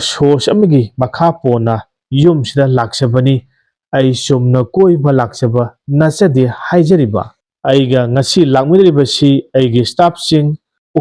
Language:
Manipuri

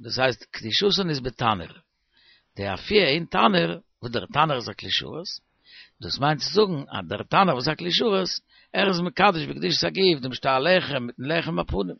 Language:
Yiddish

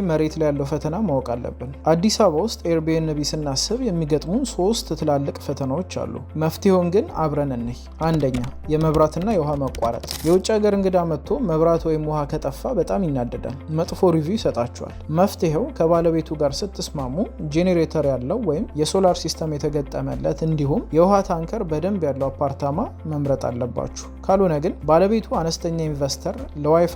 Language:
Amharic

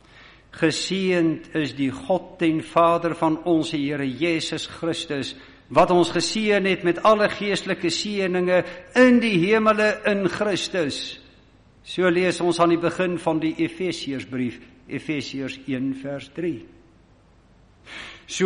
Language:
Afrikaans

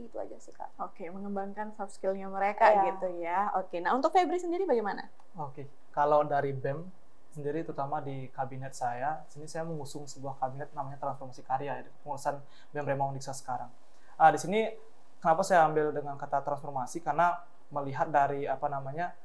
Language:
Indonesian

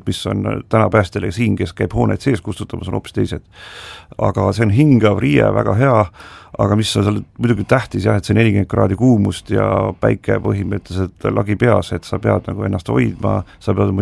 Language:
Estonian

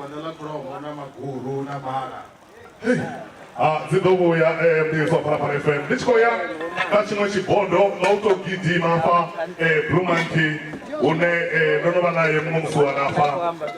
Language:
Venda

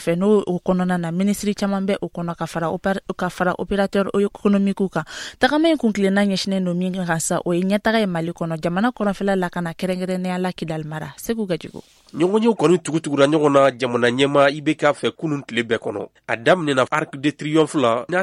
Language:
Bambara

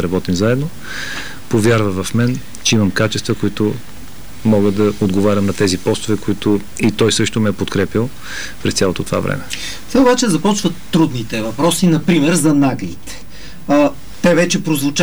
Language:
Bulgarian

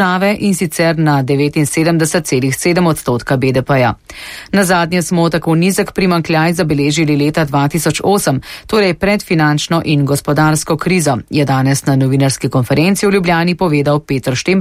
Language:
Slovenian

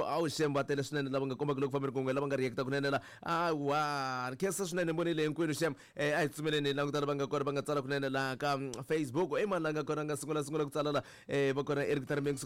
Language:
Tsonga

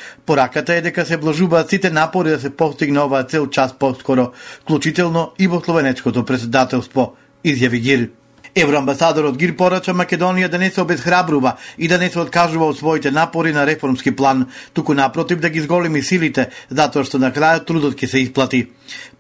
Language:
Macedonian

